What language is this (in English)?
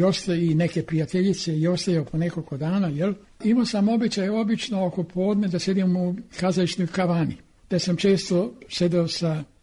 Serbian